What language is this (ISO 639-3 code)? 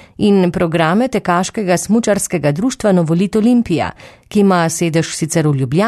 slv